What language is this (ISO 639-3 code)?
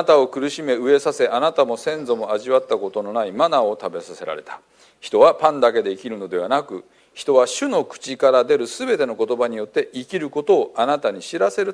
jpn